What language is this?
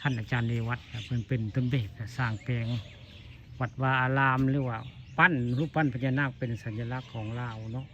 Northeastern Thai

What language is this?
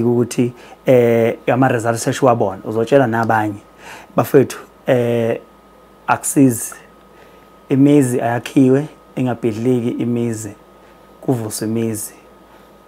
Zulu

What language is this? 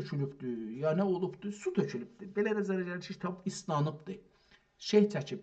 South Azerbaijani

